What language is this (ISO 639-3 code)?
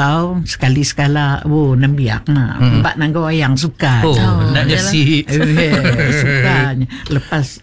msa